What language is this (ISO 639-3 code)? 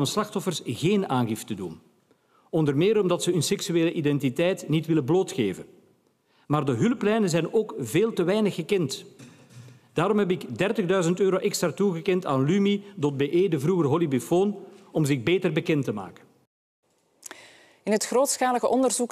nld